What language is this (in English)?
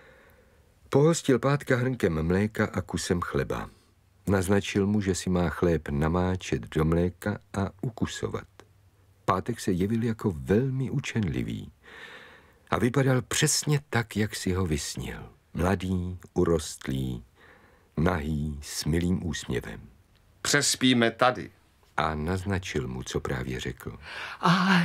Czech